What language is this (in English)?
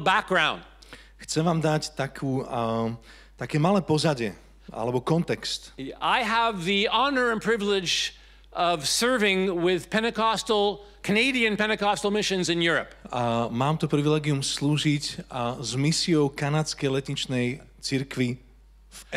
Slovak